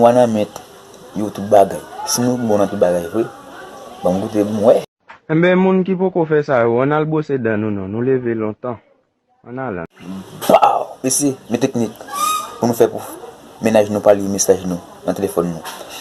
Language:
Haitian Creole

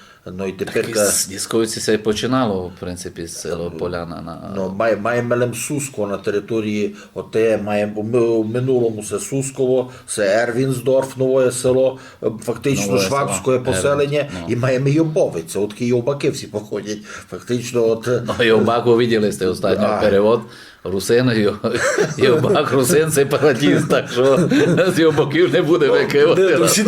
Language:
Rusyn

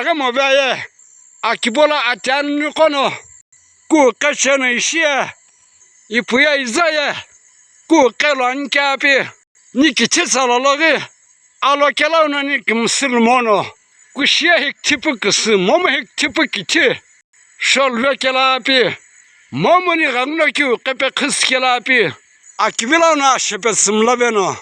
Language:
Sumi Naga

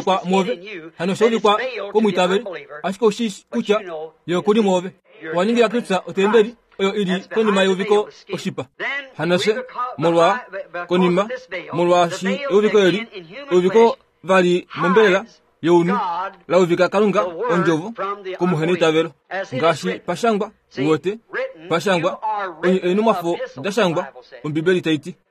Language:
Kuanyama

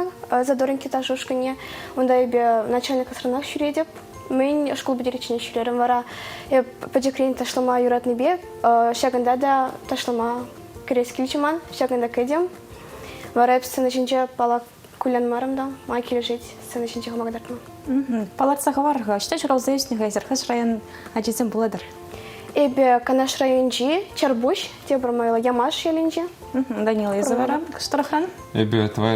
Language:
Chuvash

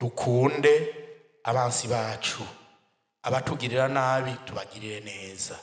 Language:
Rundi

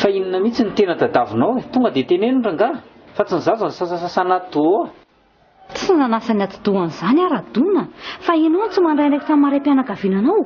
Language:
Malagasy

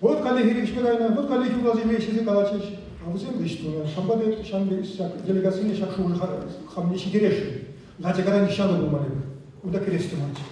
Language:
Chuvash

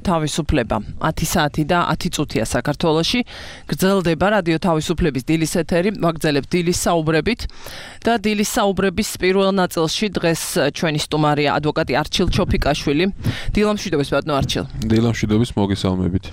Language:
Georgian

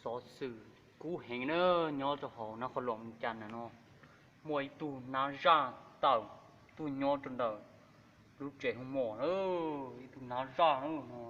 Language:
Hmong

